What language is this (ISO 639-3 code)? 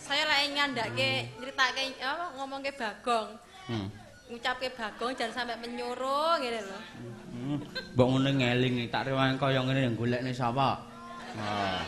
jav